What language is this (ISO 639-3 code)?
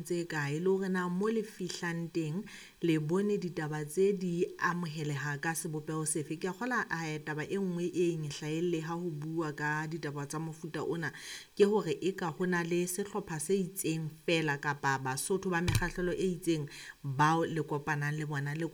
sot